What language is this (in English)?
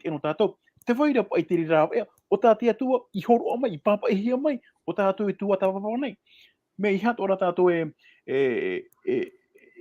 Tahitian